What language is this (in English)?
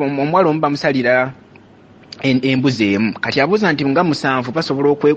Ganda